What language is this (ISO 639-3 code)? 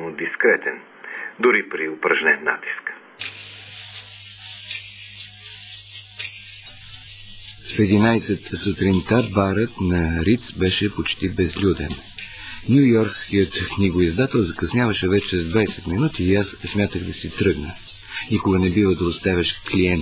bul